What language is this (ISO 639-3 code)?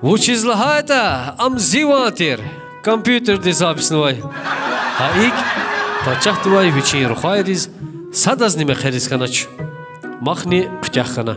lez